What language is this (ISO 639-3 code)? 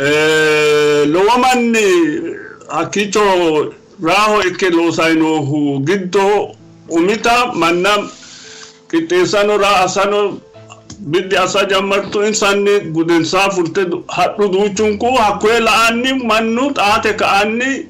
sid